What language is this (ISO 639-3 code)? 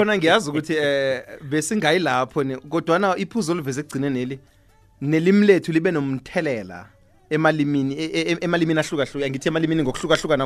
nbl